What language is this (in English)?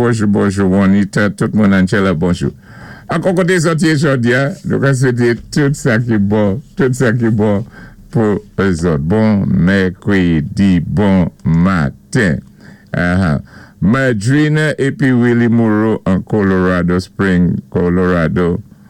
Saint Lucian Creole French